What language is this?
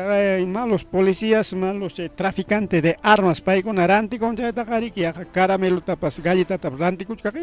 Ayacucho Quechua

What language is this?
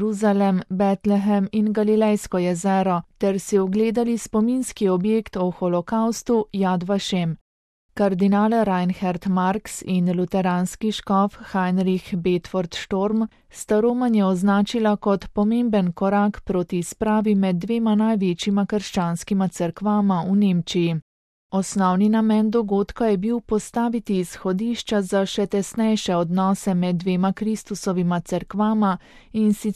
Slovenian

